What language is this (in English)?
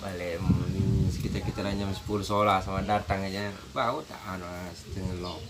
Sasak